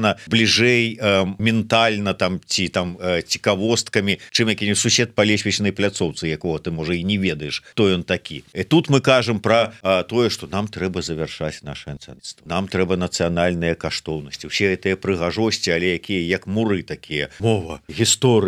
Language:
Belarusian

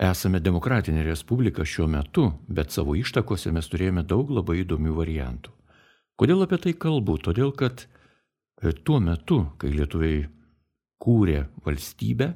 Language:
Lithuanian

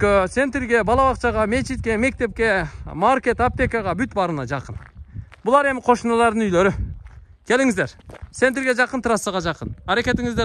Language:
Kyrgyz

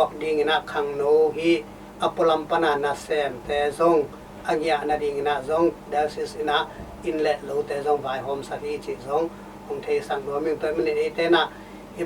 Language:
Tedim Chin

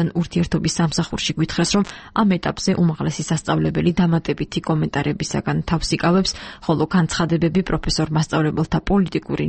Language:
Georgian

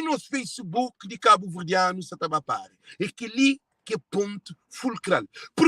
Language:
Kabuverdianu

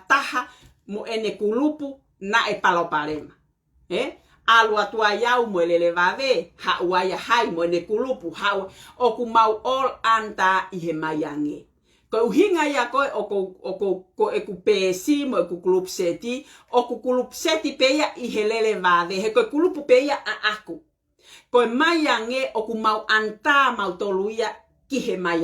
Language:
Tongan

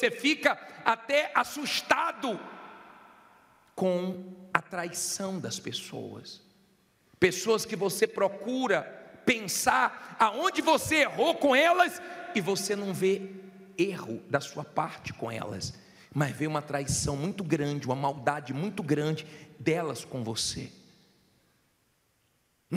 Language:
Portuguese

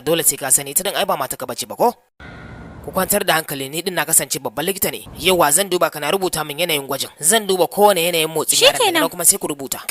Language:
Hausa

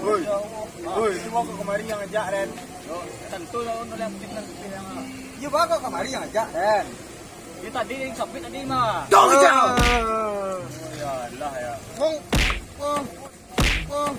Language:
Minangkabau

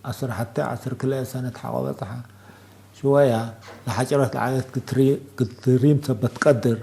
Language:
Tigre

